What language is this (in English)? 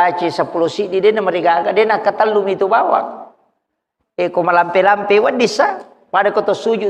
Buginese